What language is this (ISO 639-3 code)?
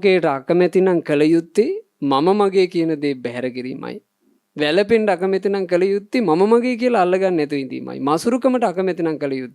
sin